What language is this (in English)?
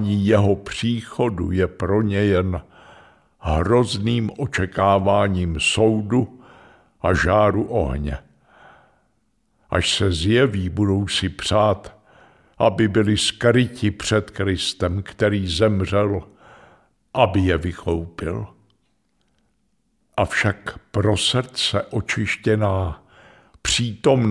Czech